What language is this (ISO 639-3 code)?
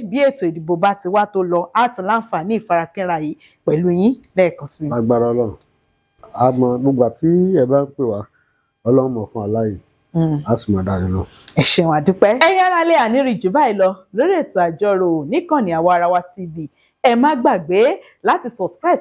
yor